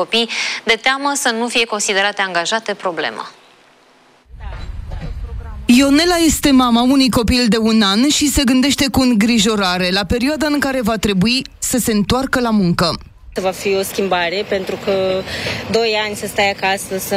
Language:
Romanian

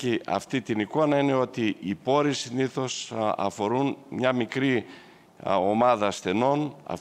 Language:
Greek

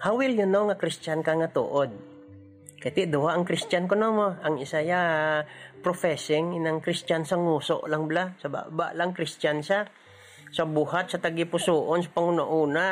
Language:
Hiligaynon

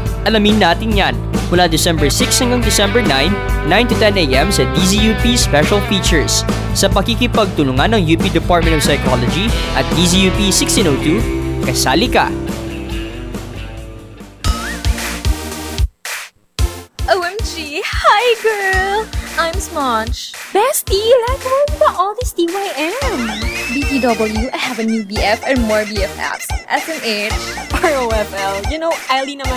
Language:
Filipino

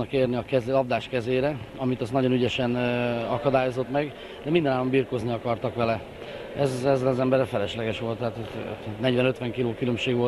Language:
Hungarian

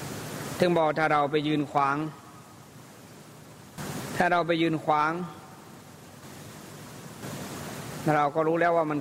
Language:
Thai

